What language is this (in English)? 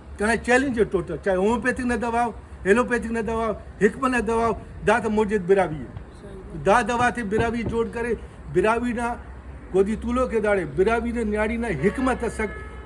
Brahui